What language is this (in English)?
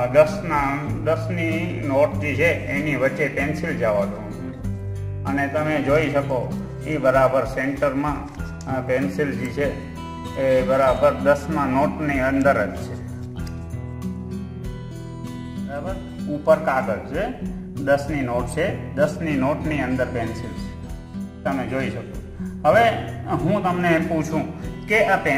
Gujarati